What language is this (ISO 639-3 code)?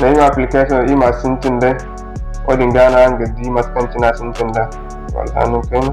dje